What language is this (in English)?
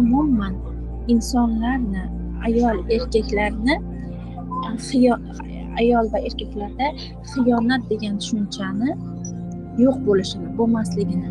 Uzbek